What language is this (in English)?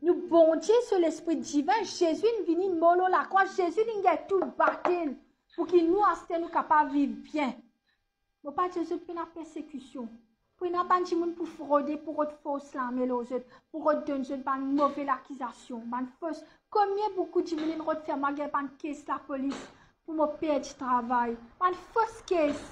Morisyen